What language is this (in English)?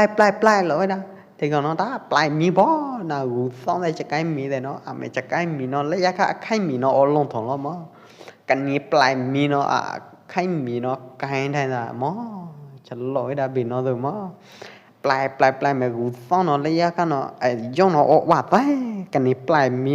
Pwo Eastern Karen